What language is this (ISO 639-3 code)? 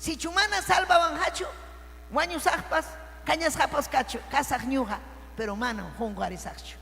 quy